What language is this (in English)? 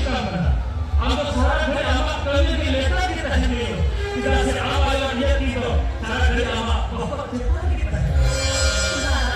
Santali